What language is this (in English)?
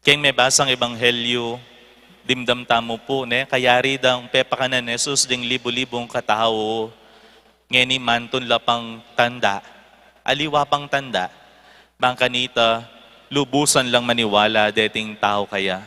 Pampanga